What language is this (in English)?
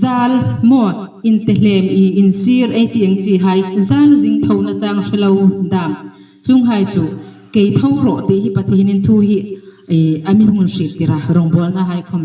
Hmar